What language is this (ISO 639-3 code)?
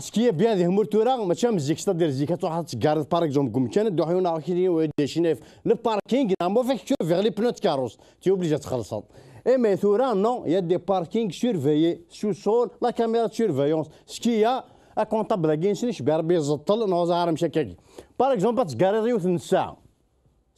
kab